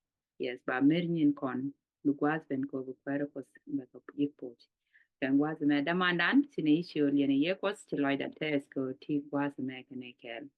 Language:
Nuer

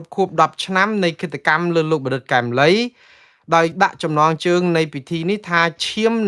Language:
Khmer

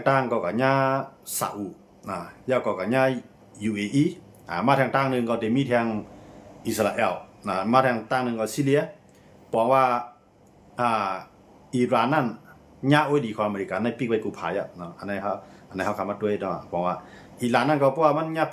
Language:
Shan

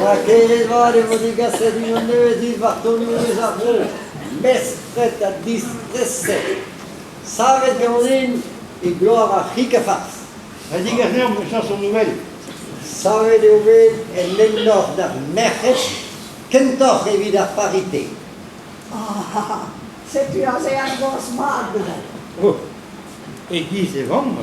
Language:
Breton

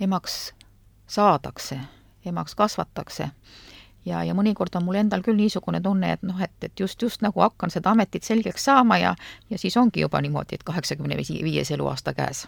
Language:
Estonian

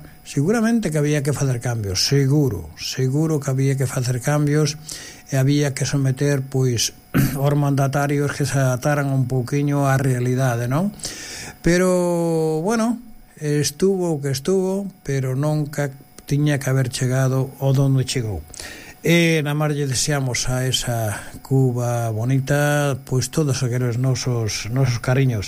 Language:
Galician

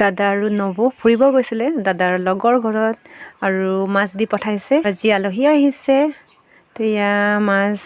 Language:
Assamese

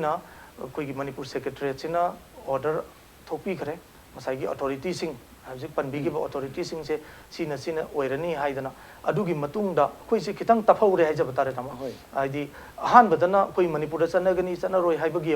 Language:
Manipuri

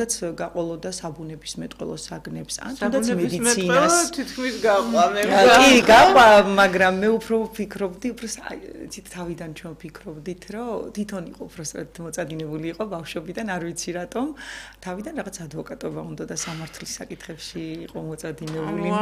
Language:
Georgian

